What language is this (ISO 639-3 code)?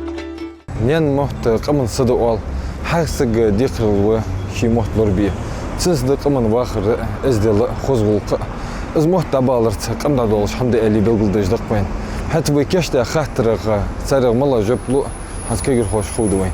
inh